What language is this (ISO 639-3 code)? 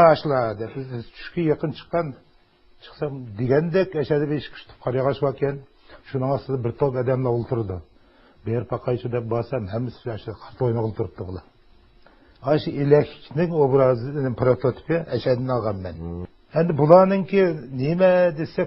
uig